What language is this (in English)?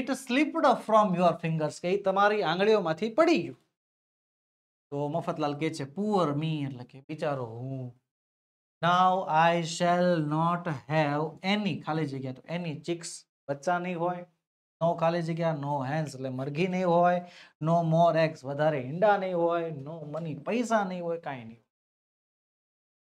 Gujarati